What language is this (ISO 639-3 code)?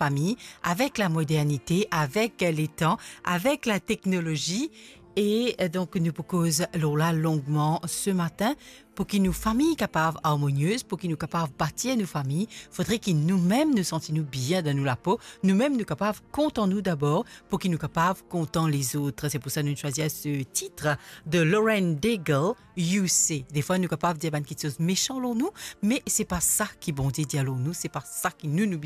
mfe